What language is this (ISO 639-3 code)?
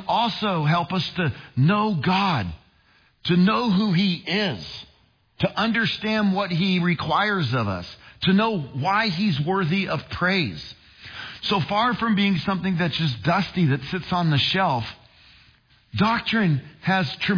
eng